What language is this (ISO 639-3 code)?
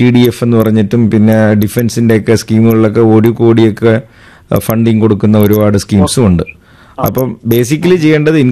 mal